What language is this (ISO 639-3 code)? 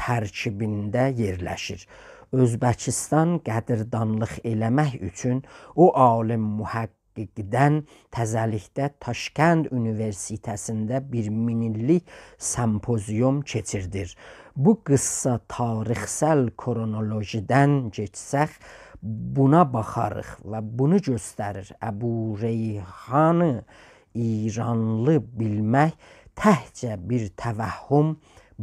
azb